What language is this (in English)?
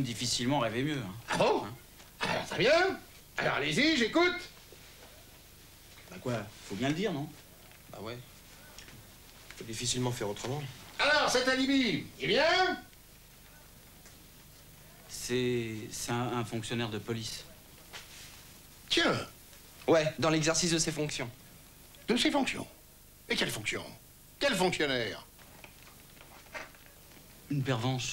French